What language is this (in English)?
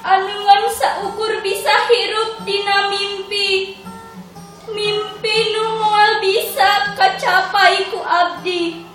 Sundanese